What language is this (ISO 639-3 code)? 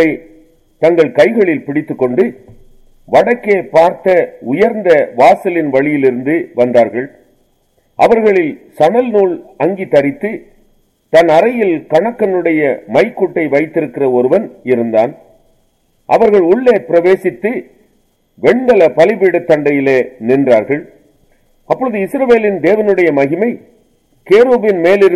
tam